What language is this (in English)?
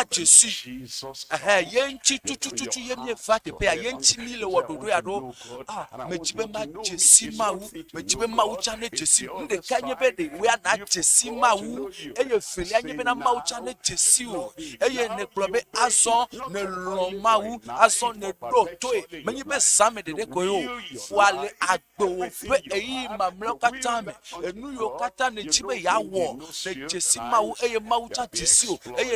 Ewe